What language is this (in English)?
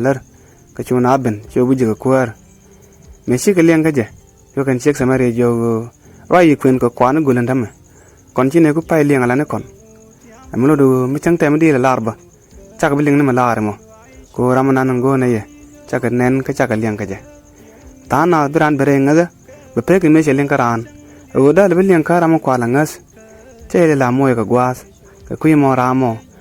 Nuer